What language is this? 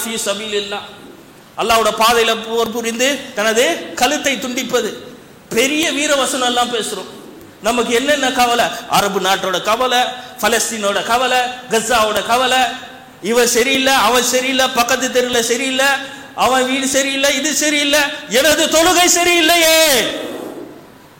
Tamil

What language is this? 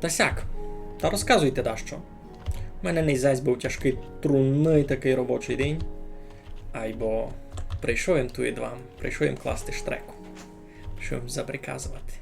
Rusyn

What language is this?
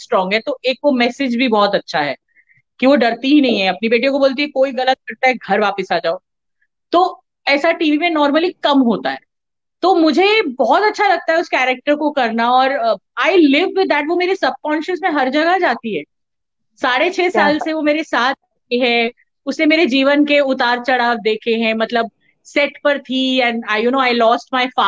Hindi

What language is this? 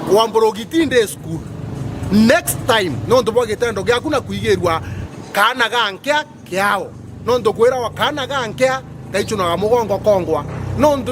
Meru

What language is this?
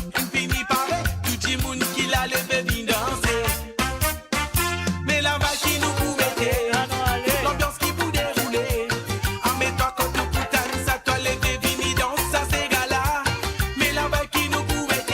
Morisyen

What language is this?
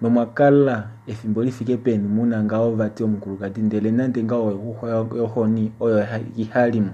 Kuanyama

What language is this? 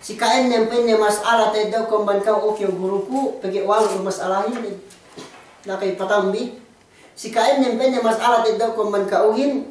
Yakan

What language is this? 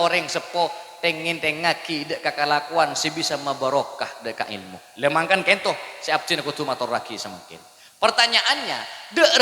Madurese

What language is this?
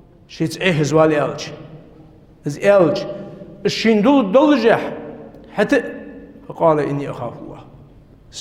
Ingush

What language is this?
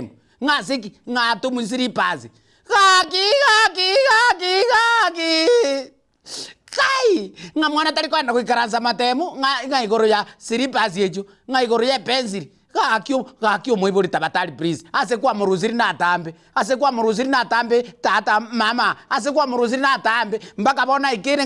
Gusii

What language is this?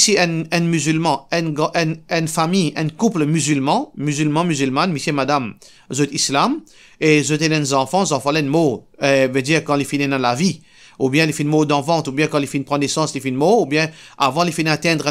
Morisyen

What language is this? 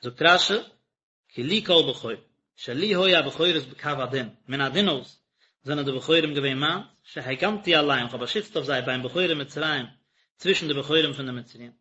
Yiddish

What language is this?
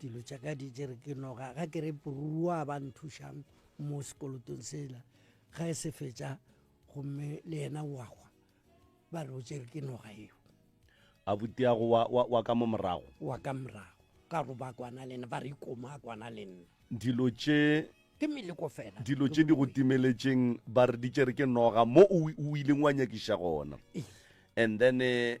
Northern Sotho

